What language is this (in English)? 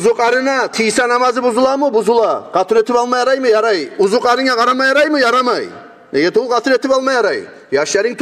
Kumyk